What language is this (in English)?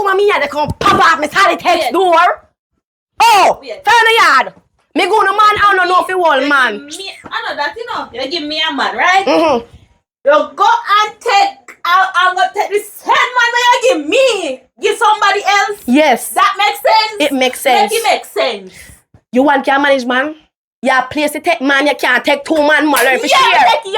Jamaican Creole English